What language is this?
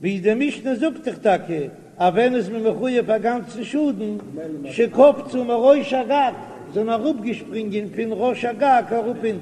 Yiddish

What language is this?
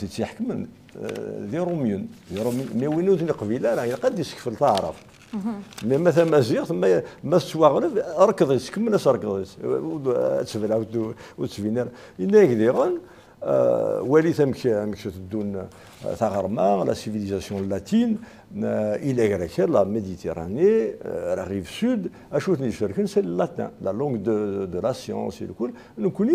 Kabyle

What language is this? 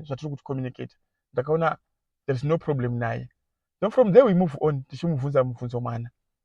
Shona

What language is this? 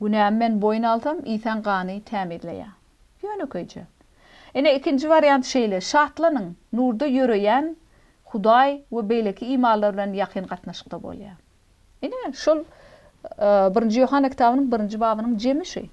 Turkmen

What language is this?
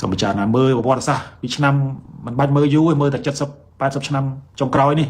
Khmer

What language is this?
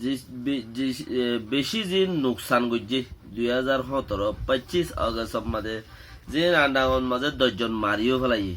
Rohingya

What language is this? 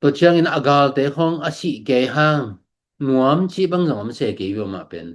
Tedim Chin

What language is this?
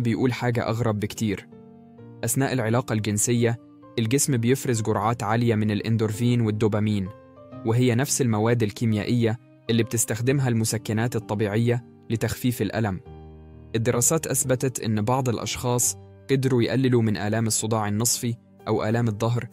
Egyptian Arabic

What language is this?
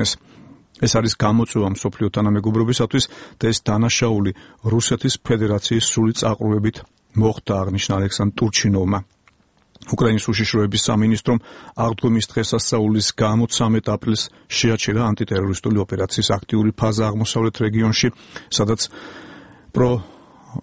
Georgian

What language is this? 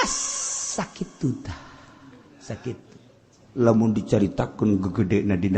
Sundanese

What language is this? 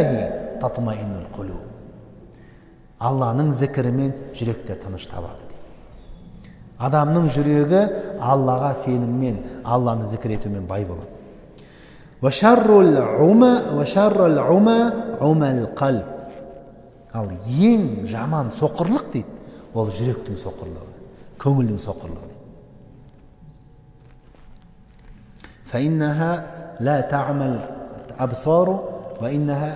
Kazakh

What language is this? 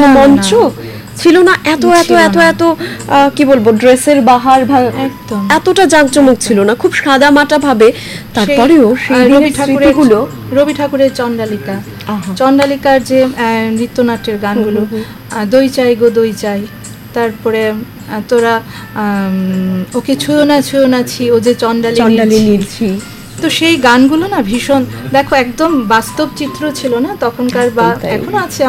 Bangla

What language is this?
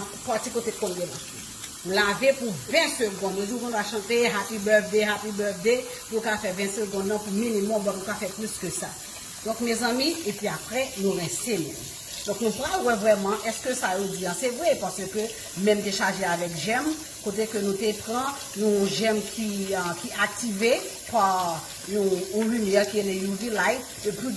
Haitian Creole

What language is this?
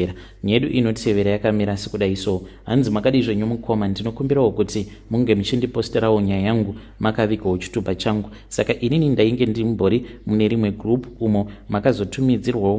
Shona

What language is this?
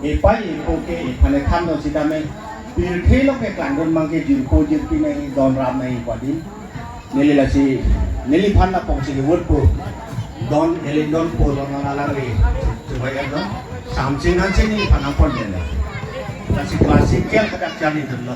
Karbi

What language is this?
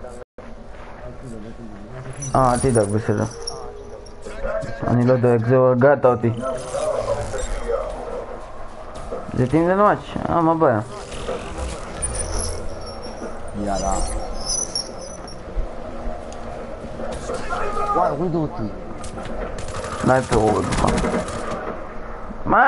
Hebrew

